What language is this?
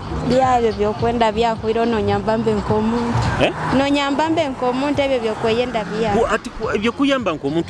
Nyoro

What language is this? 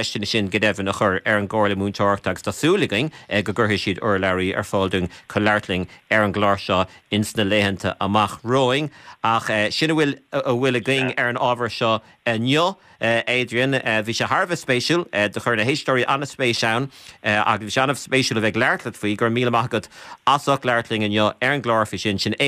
Irish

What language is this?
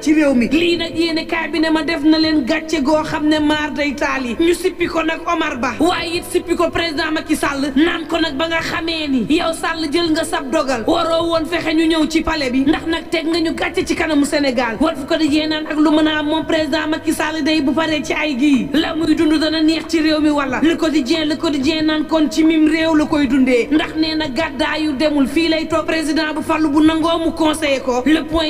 Wolof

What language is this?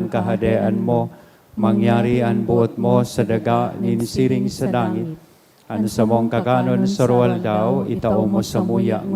Bikol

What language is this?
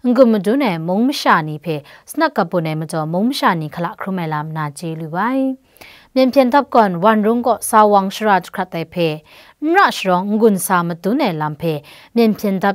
Kachin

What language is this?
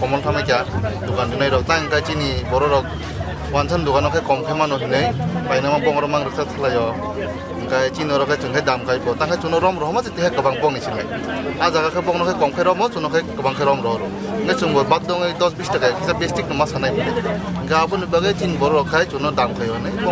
Kok Borok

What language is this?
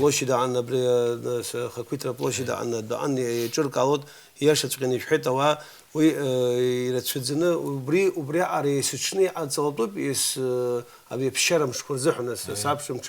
Abkhazian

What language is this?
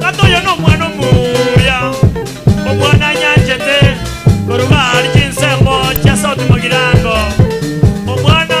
Gusii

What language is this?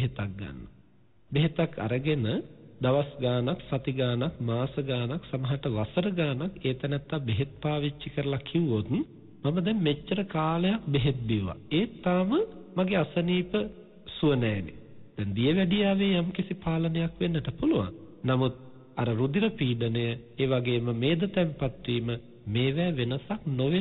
Sinhala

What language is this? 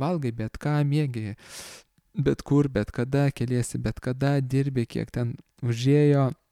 Lithuanian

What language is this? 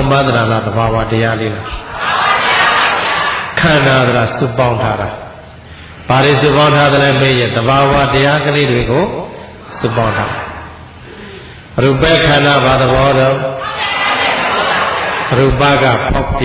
Burmese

